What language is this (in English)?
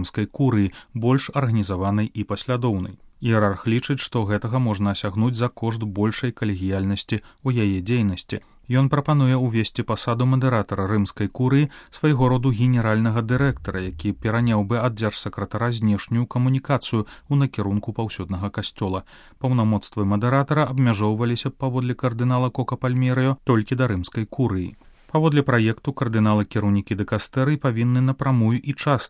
Belarusian